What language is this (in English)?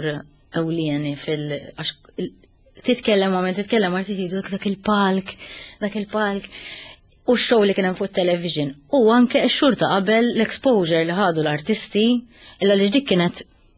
Maltese